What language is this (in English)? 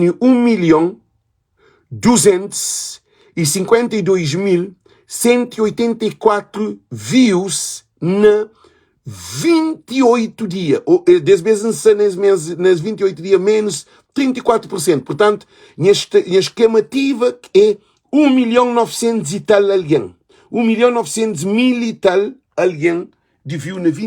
Kabuverdianu